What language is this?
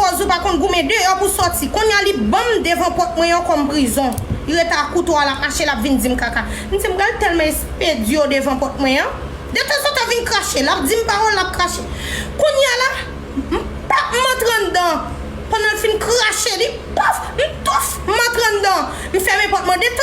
Haitian Creole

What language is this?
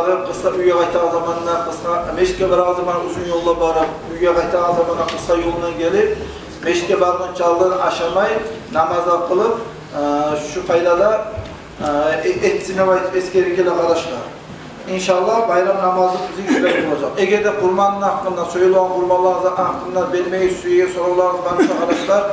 Kumyk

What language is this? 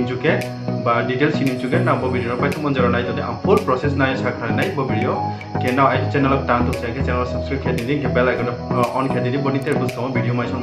Riang (India)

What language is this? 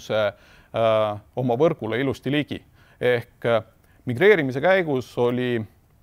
Estonian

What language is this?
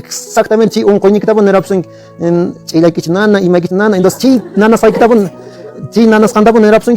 Quechua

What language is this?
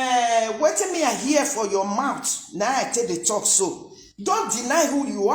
Nigerian Pidgin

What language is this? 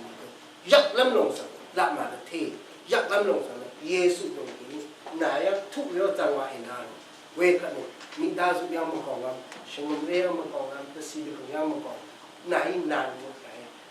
Rawang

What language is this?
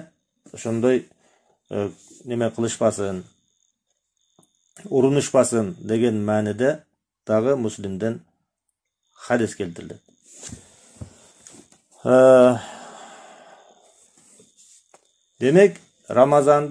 Kyrgyz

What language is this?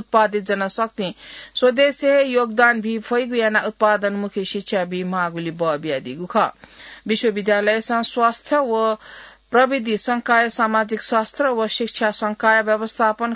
Newari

